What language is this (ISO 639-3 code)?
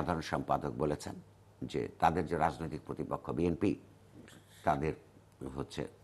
ben